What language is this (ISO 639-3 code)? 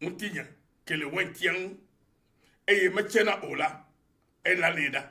ewe